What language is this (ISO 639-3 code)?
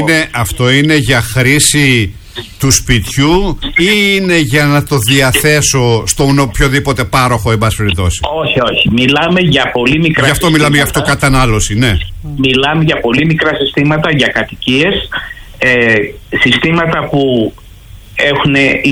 ell